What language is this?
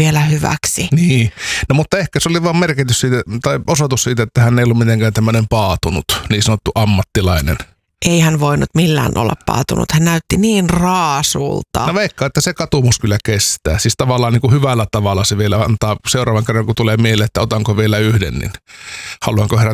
Finnish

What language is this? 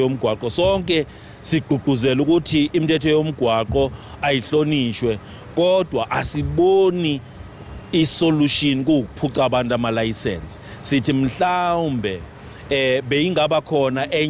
Zulu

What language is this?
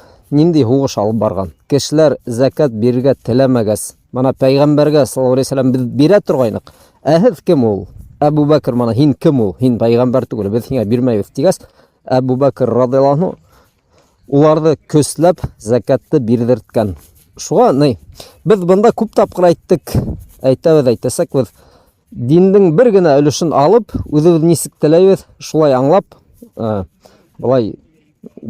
Bashkir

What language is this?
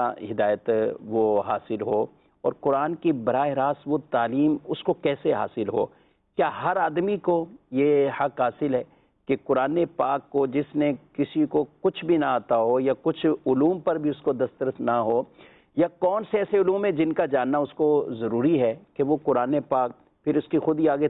Urdu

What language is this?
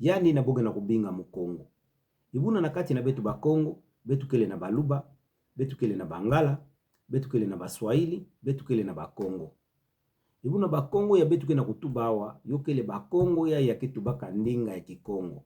Kituba (Democratic Republic of Congo)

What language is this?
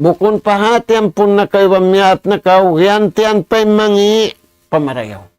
Tausug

